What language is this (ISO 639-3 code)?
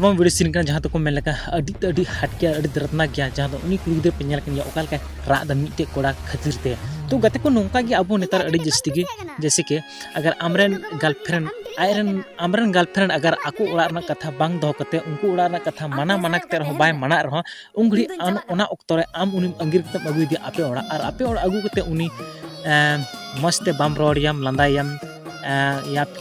sat